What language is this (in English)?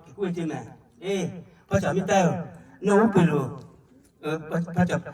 Lahu